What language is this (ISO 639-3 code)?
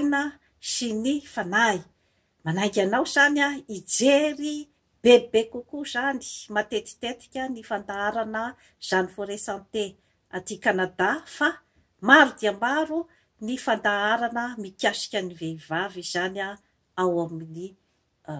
mlg